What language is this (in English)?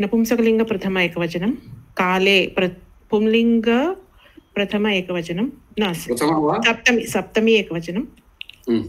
Sanskrit